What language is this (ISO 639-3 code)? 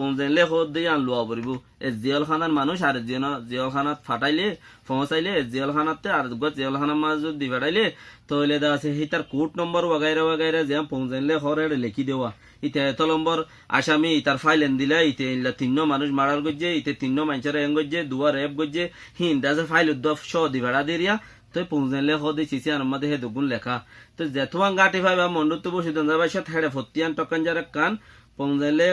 rhg